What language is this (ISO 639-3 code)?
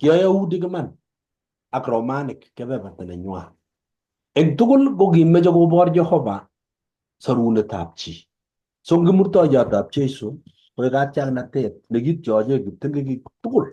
kln